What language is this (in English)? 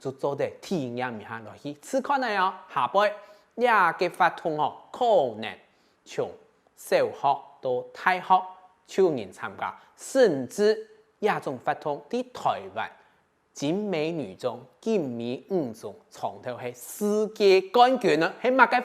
Hakka Chinese